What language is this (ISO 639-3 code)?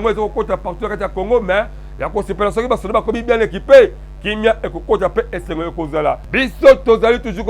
lin